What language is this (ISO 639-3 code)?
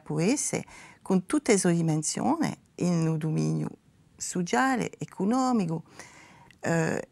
cos